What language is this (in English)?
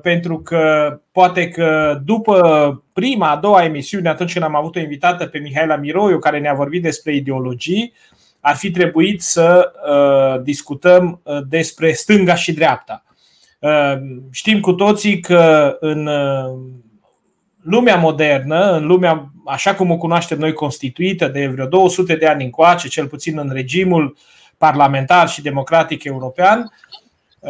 Romanian